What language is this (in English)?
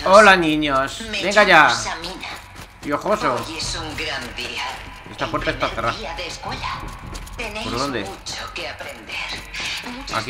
Spanish